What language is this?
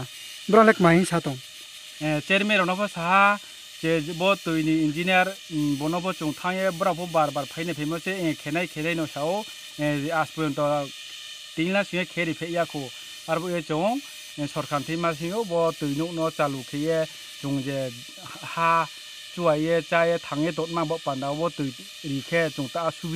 Kok Borok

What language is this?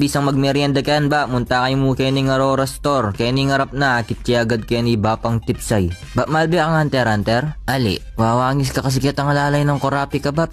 Pampanga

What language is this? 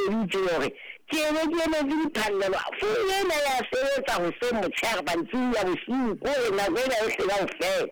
Southern Sotho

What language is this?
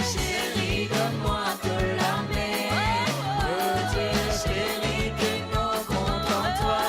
Morisyen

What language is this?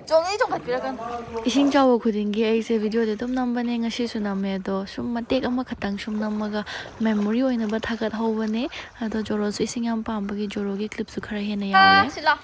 Manipuri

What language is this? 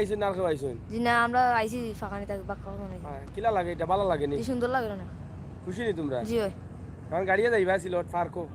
Sylheti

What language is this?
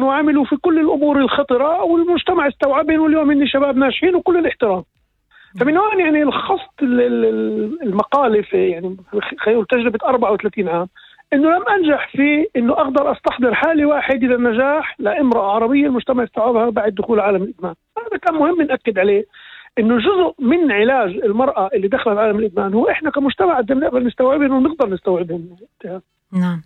North Levantine Arabic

